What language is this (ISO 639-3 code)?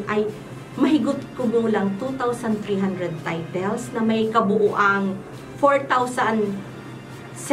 bik